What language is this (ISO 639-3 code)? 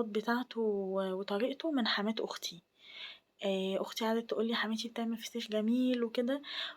arz